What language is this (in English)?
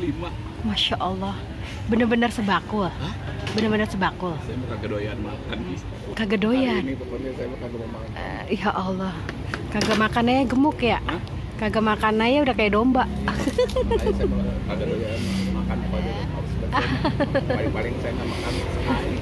Betawi